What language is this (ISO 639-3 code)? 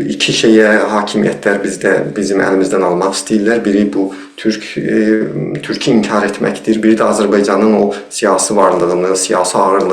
azb